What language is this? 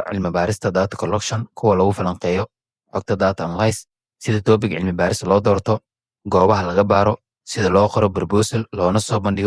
Somali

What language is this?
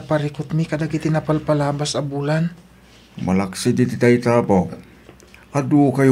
Iloko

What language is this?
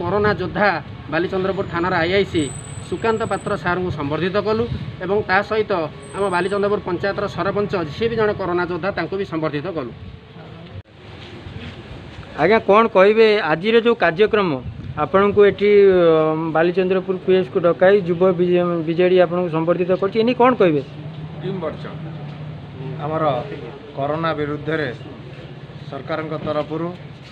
Odia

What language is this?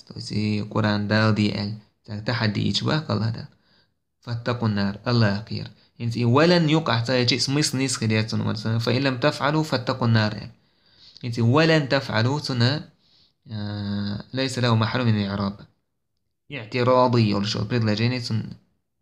Chechen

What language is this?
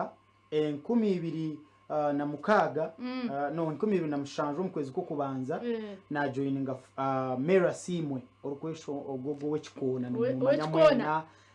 Nyankole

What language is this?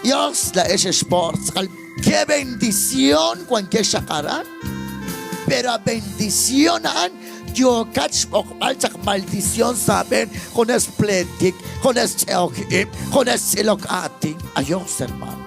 Kekchí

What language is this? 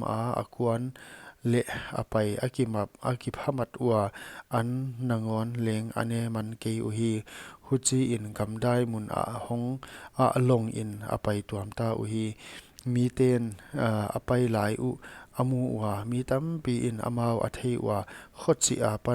Paite Chin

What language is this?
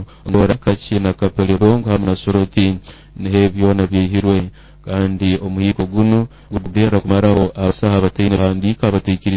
Nyoro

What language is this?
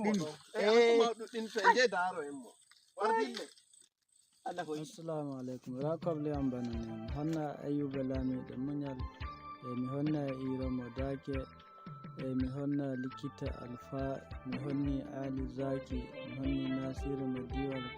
Nigerian Fulfulde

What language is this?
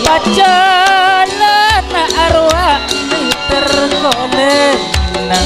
Madurese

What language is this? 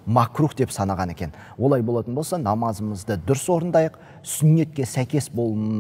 Kazakh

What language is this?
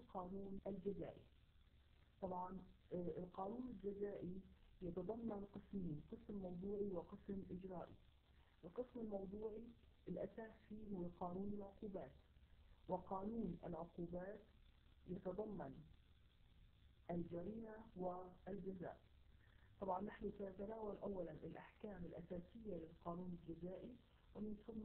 Arabic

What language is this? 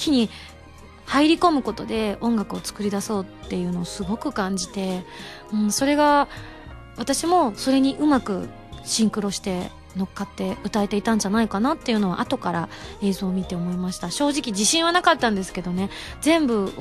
Japanese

